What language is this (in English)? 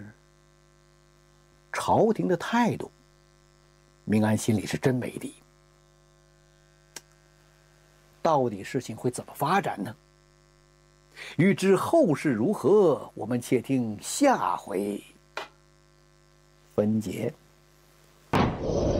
Chinese